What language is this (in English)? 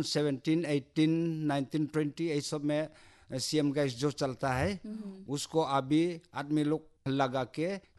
Hindi